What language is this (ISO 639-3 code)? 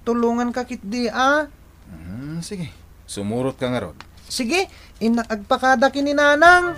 ilo